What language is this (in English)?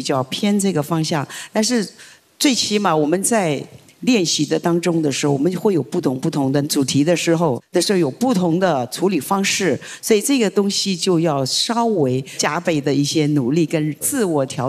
Chinese